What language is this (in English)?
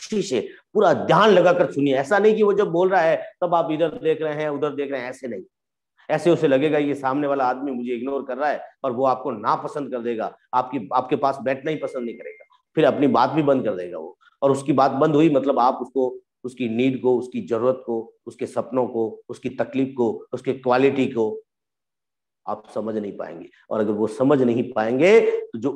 Hindi